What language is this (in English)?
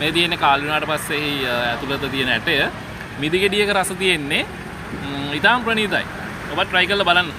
Sinhala